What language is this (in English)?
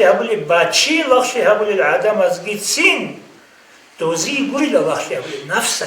Avaric